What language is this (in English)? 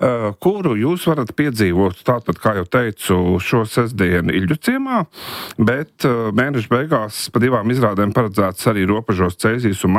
Latvian